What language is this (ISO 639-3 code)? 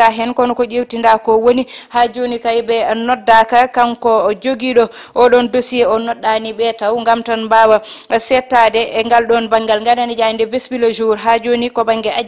ful